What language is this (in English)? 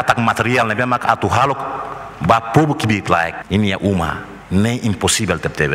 Tetum